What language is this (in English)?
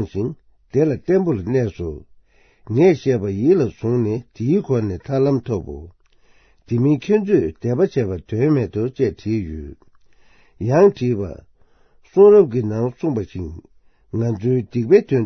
Tibetan